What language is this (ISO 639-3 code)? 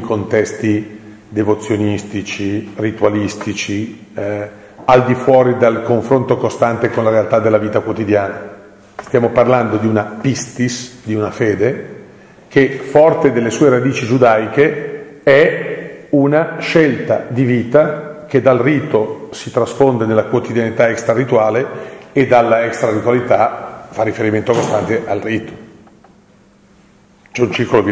ita